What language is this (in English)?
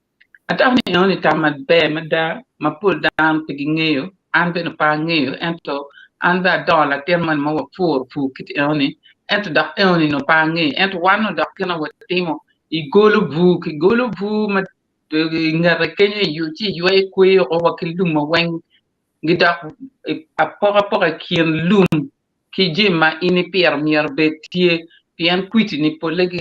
Acoli